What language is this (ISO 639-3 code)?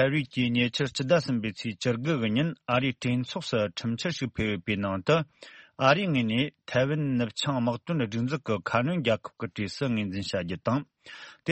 bod